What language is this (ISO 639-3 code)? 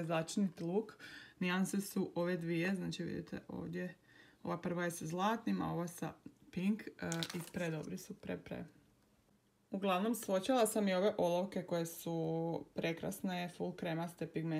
hrv